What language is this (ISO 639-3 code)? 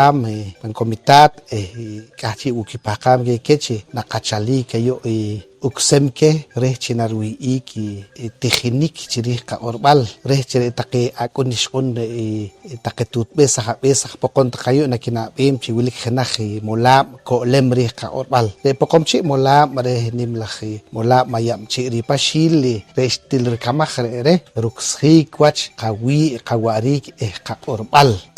poh